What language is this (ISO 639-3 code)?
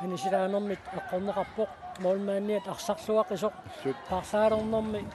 kal